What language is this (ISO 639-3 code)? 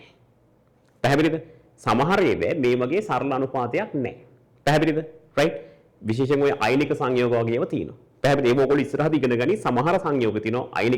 sin